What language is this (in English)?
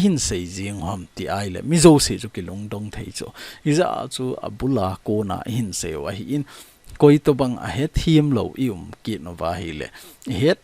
Thado Chin